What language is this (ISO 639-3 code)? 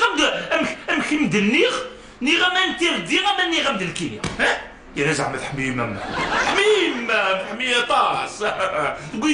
kab